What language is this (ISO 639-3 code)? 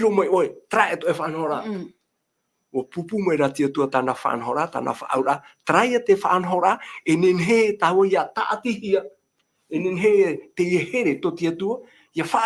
tah